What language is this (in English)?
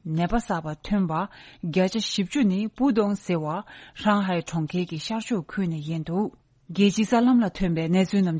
Tibetan